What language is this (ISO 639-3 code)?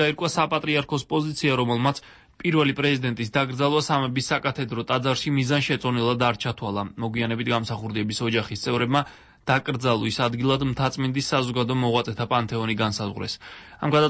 kat